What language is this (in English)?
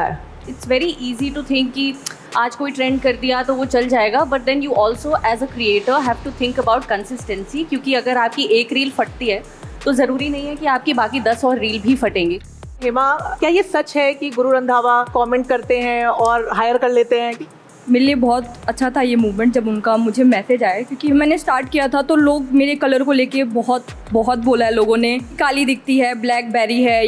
Hindi